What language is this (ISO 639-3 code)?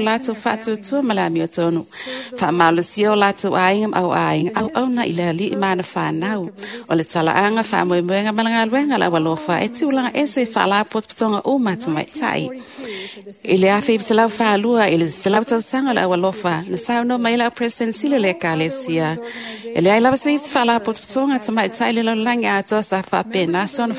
smo